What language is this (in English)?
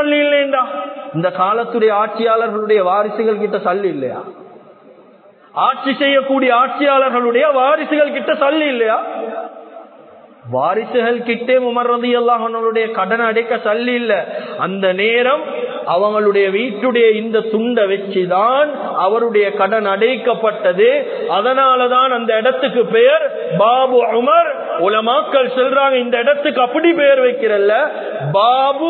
Tamil